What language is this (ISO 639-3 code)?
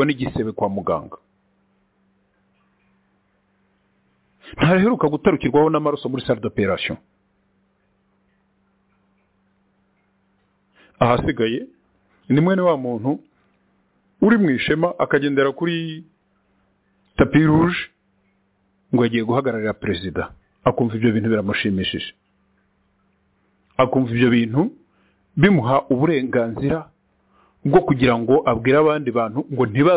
kin